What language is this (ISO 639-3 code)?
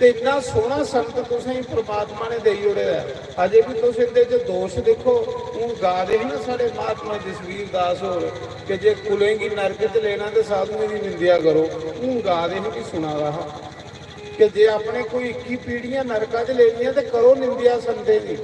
doi